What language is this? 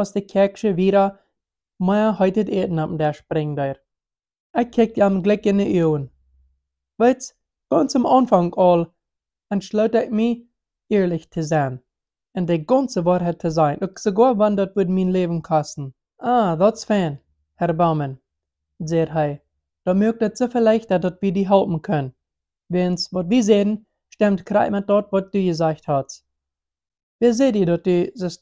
Plautdietsch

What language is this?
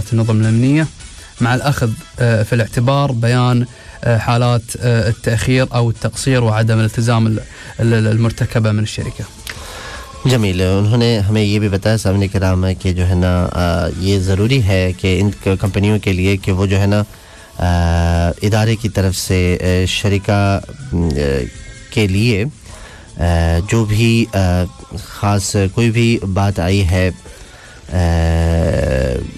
Urdu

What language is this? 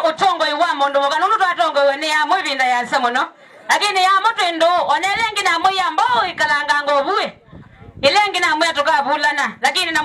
Kamba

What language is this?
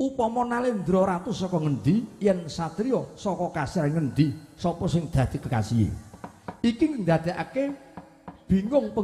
Javanese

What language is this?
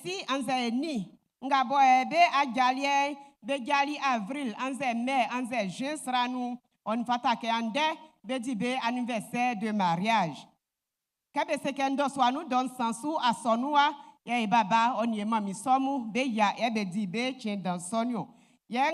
Baoulé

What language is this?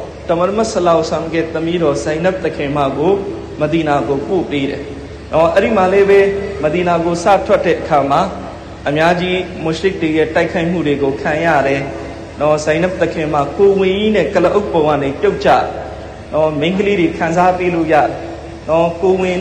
Burmese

